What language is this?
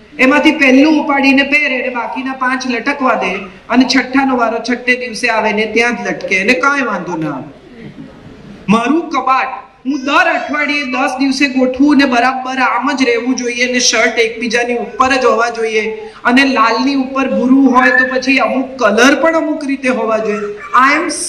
Gujarati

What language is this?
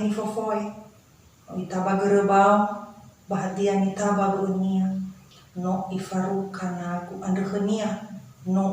Nias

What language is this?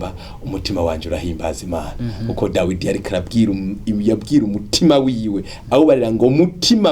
Rundi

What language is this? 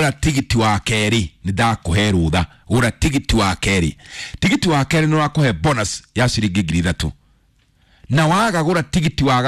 Kikuyu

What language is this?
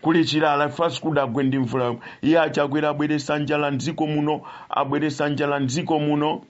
Nyanja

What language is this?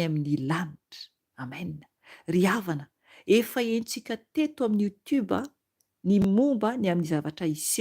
Malagasy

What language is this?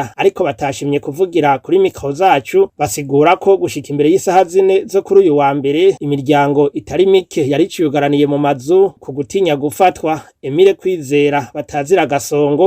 Rundi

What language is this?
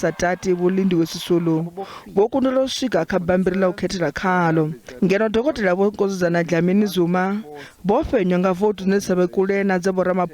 Venda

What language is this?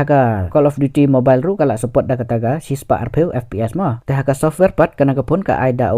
Khasi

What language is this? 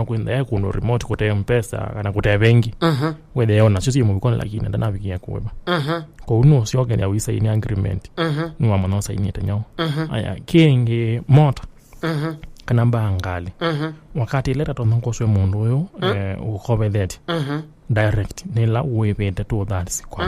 Kamba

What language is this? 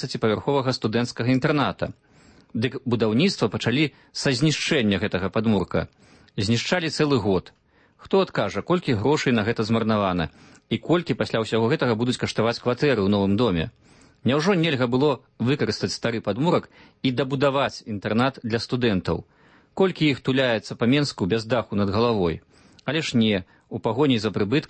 Belarusian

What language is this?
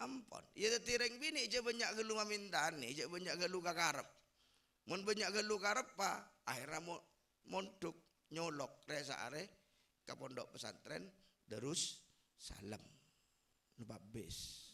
Madurese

